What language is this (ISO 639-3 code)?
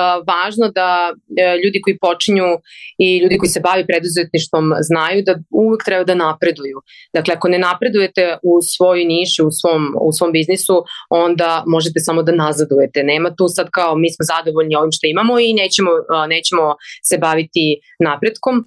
srp